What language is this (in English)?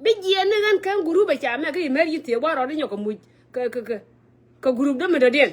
Nuer